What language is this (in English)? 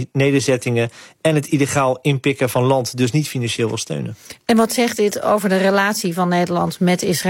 Dutch